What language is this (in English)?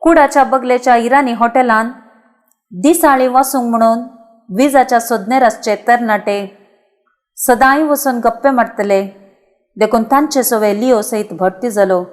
Konkani